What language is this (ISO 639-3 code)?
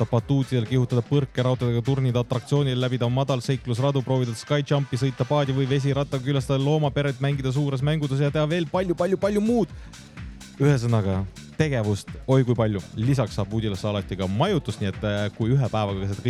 est